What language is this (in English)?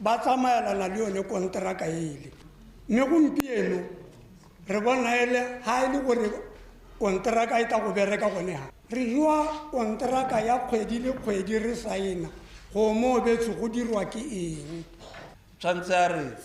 Tswana